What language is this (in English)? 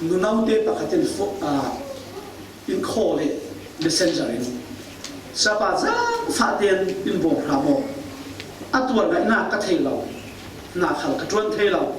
Falam Chin